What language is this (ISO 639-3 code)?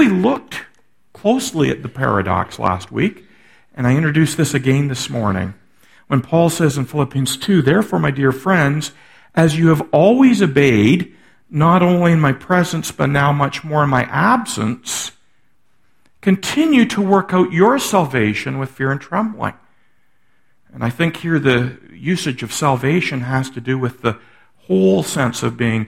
eng